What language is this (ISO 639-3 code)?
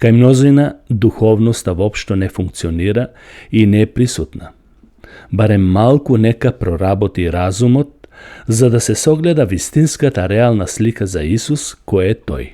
mkd